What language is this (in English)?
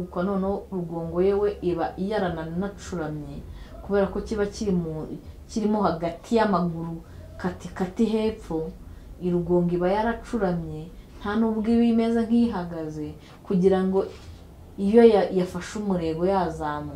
Kinyarwanda